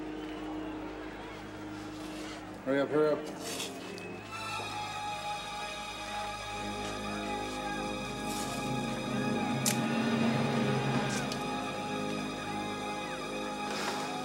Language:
English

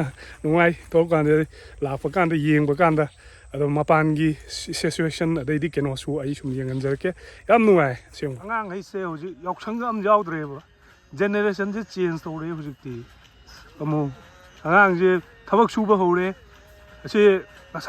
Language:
Manipuri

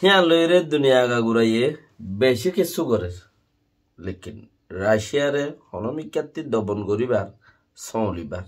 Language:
Rohingya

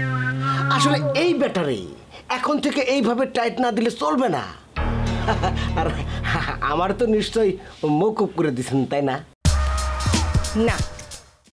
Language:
Bangla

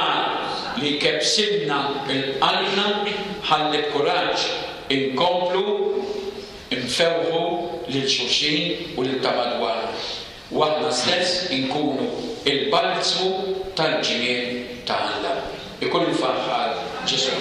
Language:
Maltese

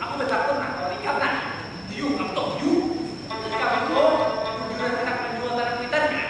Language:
Banjar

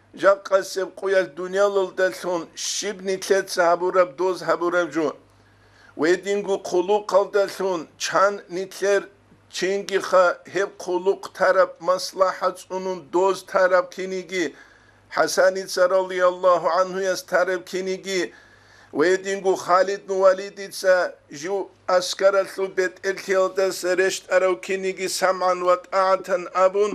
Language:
Avaric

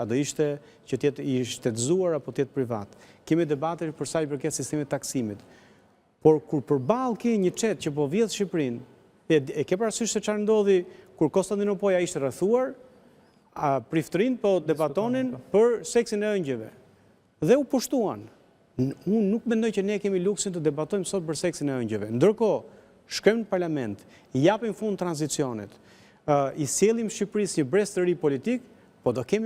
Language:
Albanian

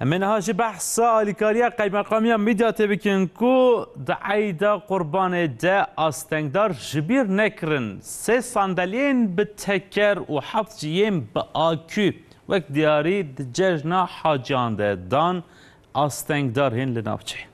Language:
Kurdish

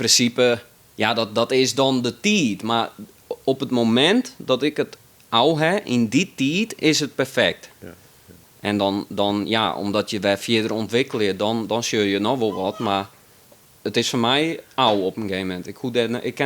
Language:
Western Frisian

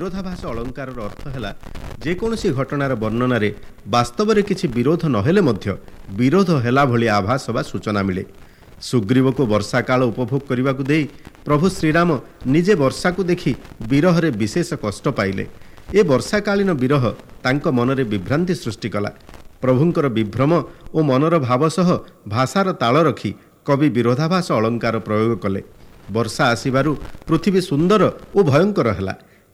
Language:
Odia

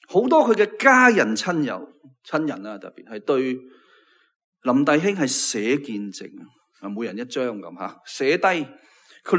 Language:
Cantonese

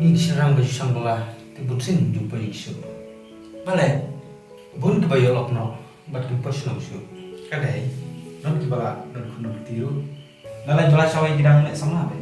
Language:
Khasi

